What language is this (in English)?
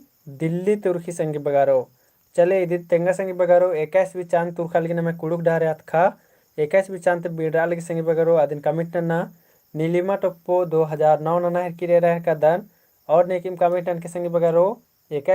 Kurukh